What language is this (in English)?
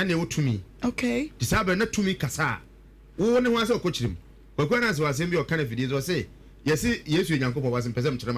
Akan